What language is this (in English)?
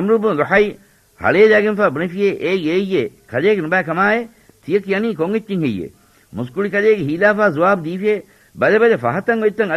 Divehi